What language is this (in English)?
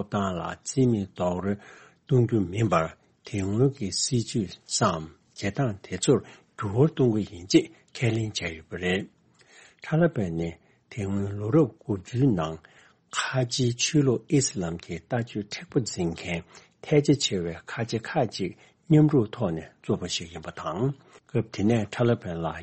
Tibetan